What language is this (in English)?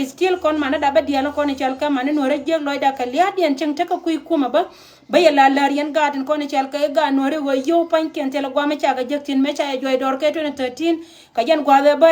Nuer